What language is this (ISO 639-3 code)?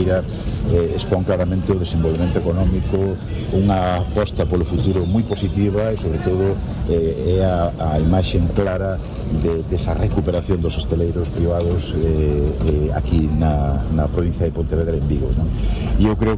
glg